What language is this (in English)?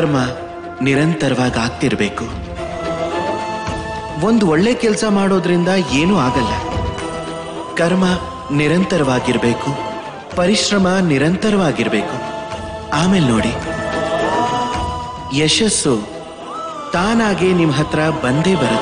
Kannada